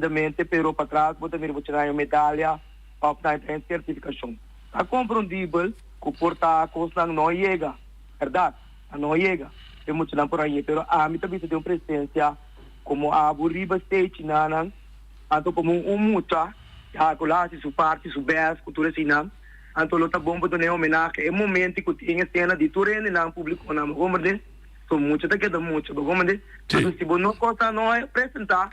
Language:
Papiamento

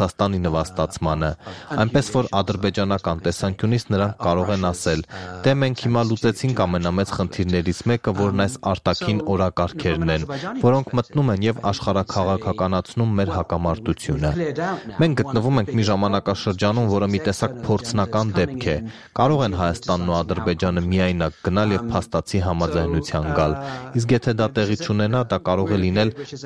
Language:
Armenian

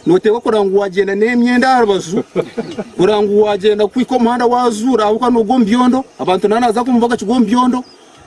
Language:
Nyankole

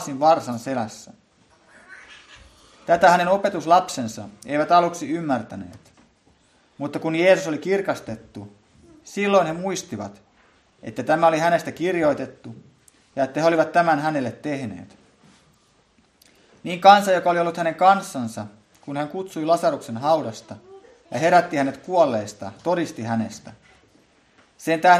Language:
Finnish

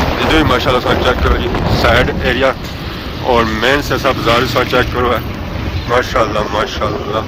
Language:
Pahari-Potwari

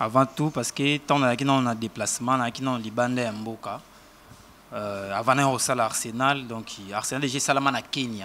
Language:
Lingala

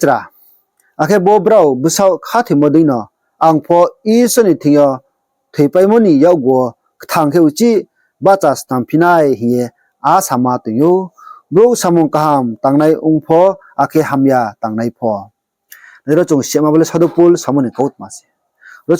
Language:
Riang (India)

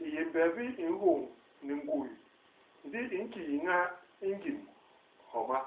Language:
Basaa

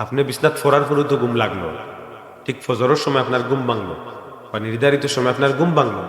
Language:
Sylheti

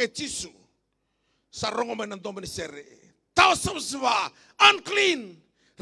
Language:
Fijian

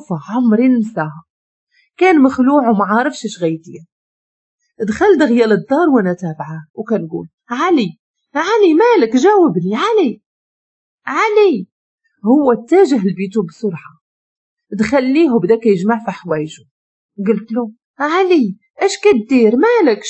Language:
Moroccan Arabic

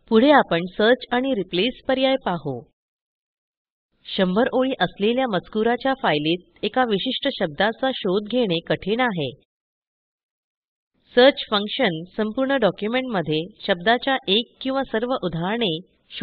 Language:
Marathi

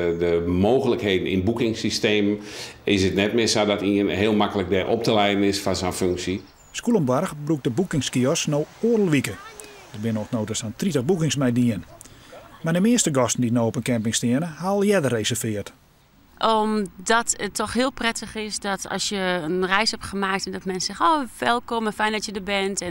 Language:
Western Frisian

